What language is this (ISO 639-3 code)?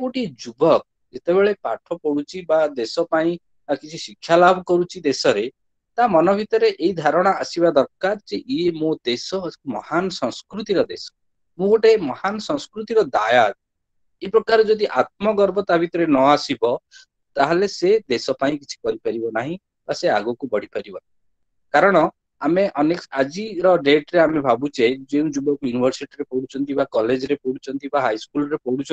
ori